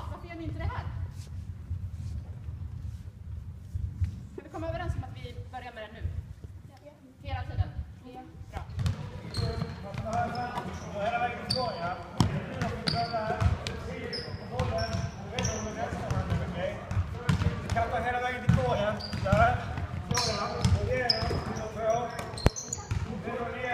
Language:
Swedish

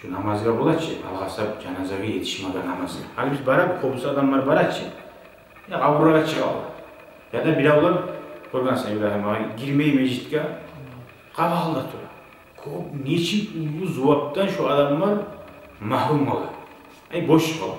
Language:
Kumyk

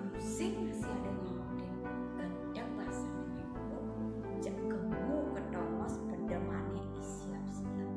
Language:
Balinese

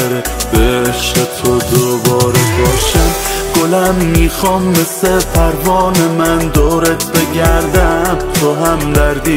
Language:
Persian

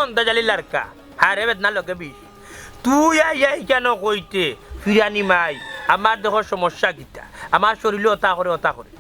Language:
Sylheti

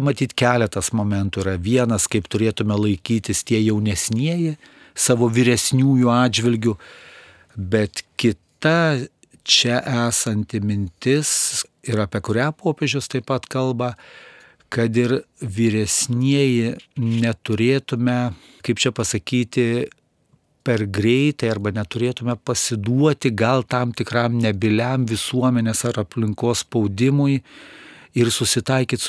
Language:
Lithuanian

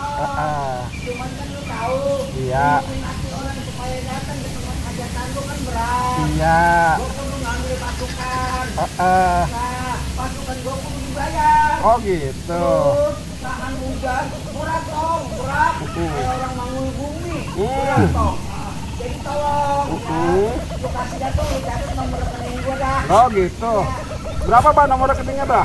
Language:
Betawi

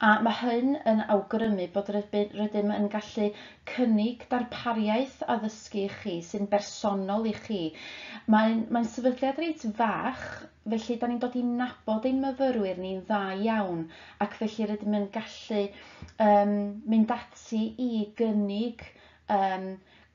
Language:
Welsh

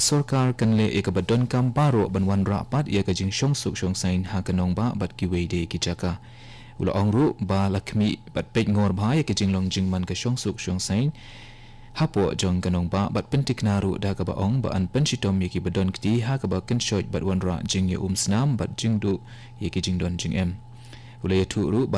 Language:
Khasi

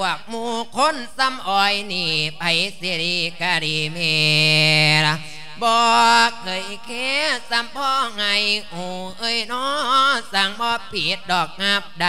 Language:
Lao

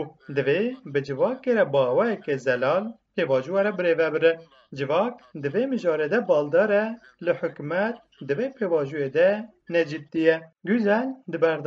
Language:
Kurdish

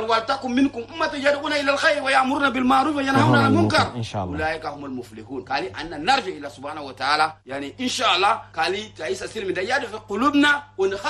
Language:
Chadian Arabic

